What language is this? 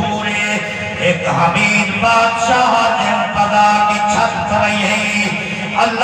Saraiki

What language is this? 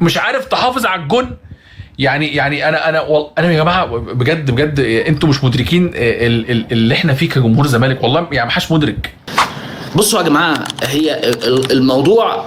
Egyptian Arabic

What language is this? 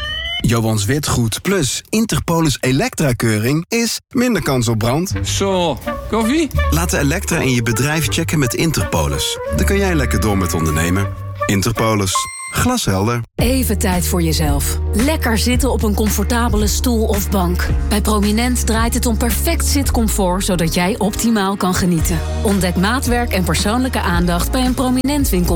Dutch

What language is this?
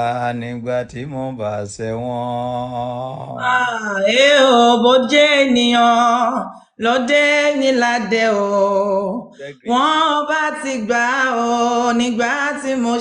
Yoruba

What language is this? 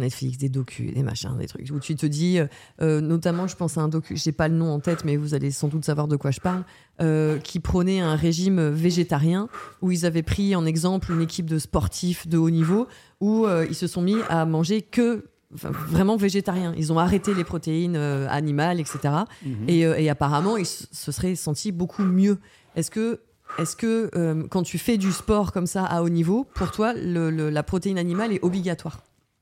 French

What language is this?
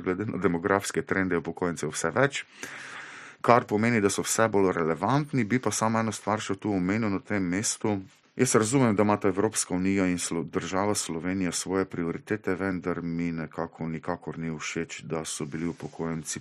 Slovenian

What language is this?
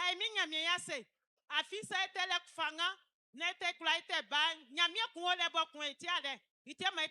Baoulé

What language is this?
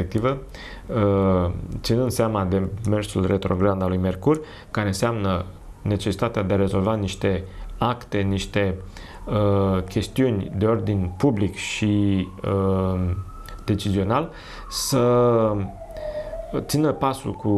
Romanian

